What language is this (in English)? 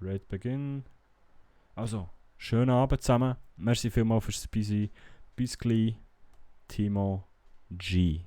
Swiss German